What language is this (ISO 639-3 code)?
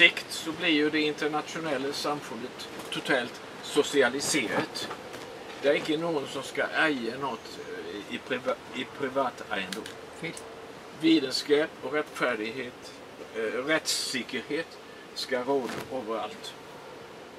swe